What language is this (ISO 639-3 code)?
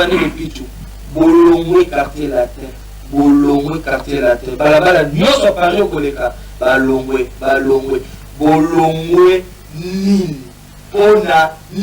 lin